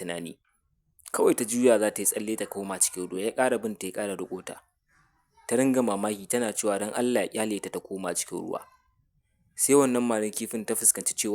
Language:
Hausa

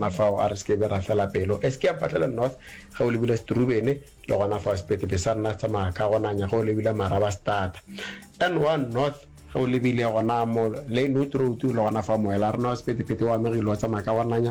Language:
Northern Sotho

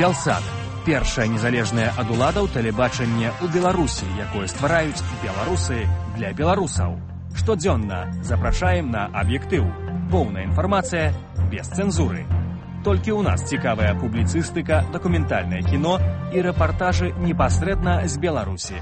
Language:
Belarusian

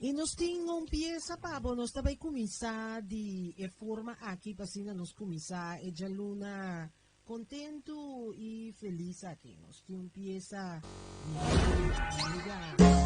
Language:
Papiamento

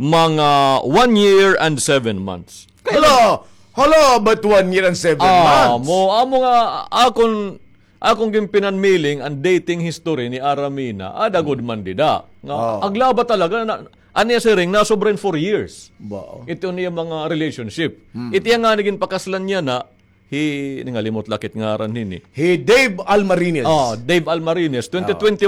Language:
Waray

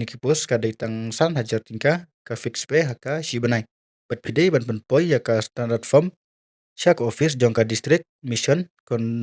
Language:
Khasi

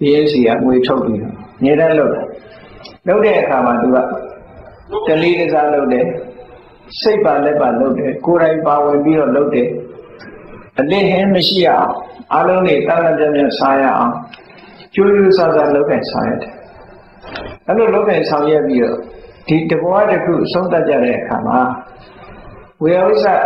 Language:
Burmese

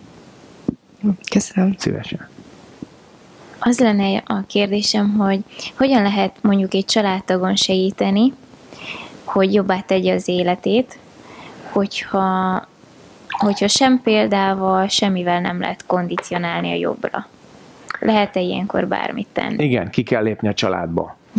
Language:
Hungarian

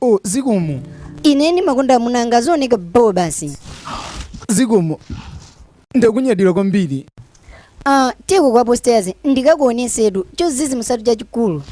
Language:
Nyanja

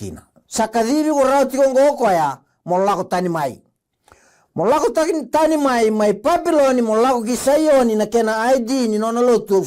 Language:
Fijian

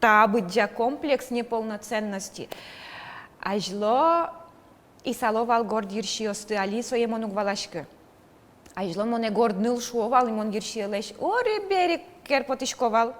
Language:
Udmurt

